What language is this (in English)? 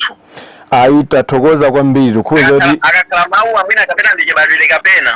Nyanja